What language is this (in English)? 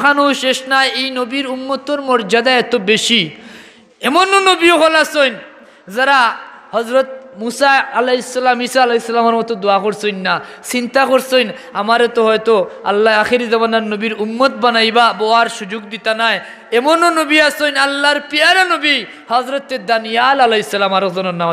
Sylheti